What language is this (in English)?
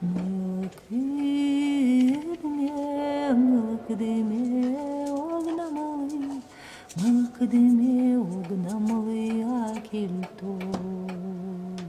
Udmurt